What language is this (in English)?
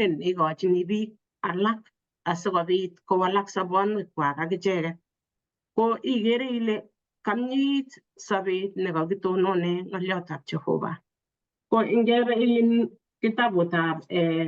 Kalenjin